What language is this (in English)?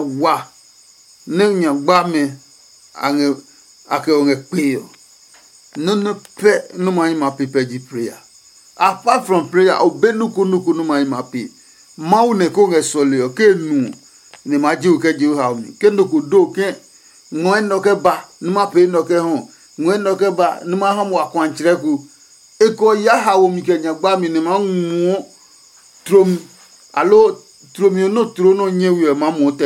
Adangme